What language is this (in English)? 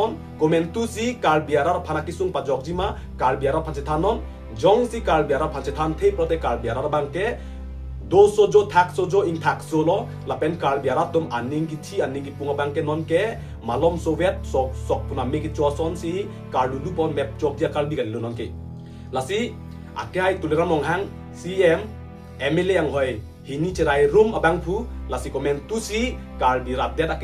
Karbi